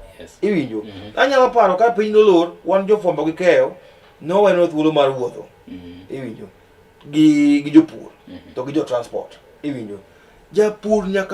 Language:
Luo (Kenya and Tanzania)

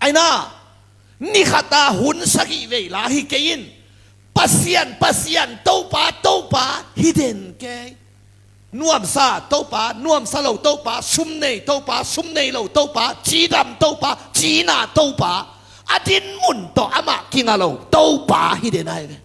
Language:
Tedim Chin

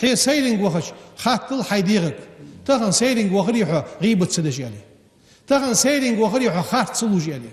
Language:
Ingush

